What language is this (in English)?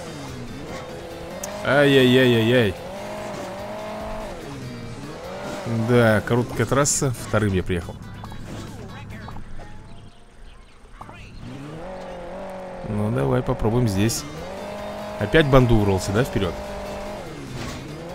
Russian